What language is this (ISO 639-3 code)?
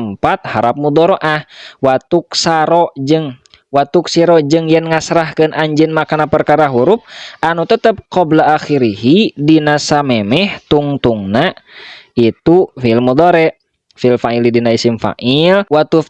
sun